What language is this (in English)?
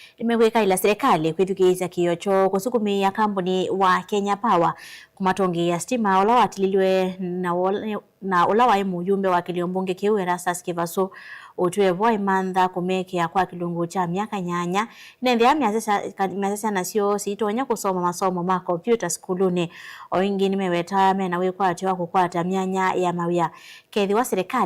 Kamba